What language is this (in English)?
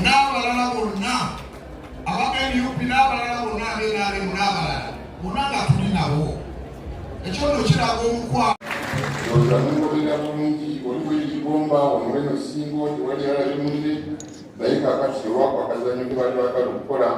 Ganda